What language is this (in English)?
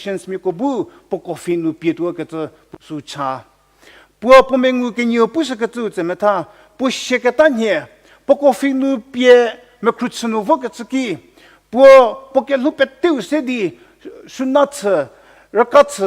Angami Naga